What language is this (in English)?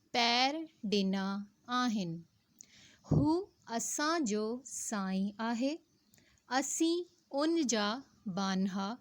Sindhi